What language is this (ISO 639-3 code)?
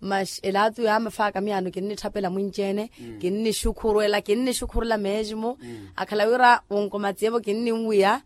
vmw